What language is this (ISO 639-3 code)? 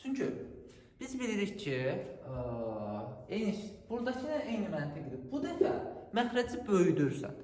aze